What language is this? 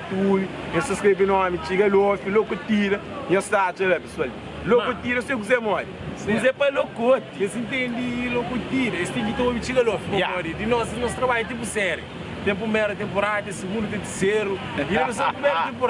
Kabuverdianu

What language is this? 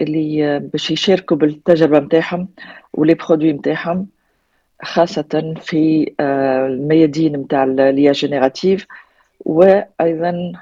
Tunisian Arabic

